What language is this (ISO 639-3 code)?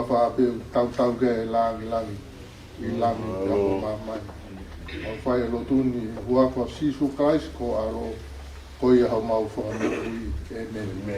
ton